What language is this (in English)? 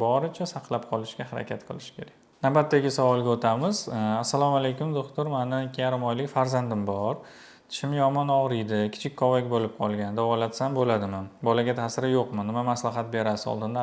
Uzbek